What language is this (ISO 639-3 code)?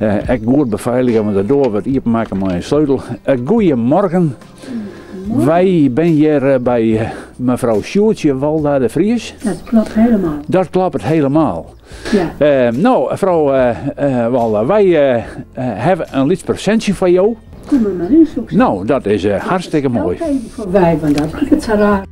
fry